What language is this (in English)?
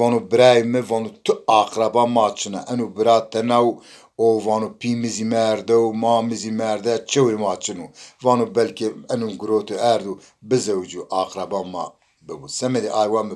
Zaza